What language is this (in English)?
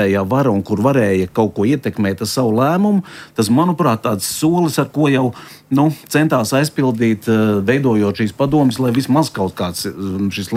Latvian